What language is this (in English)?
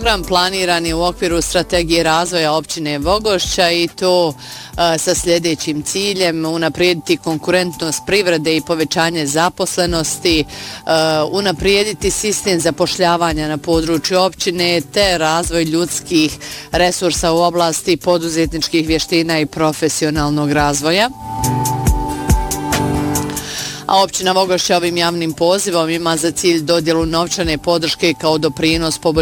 Bosnian